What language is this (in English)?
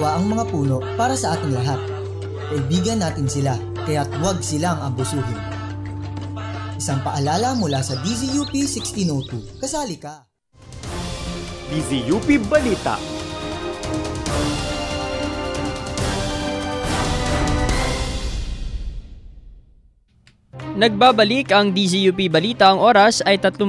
Filipino